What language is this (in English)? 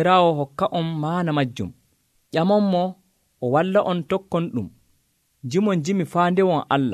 Nigerian Fulfulde